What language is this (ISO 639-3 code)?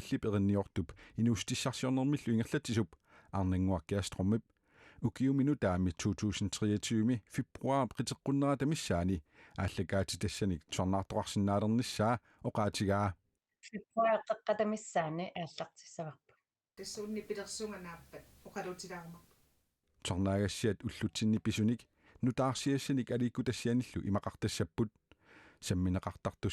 kal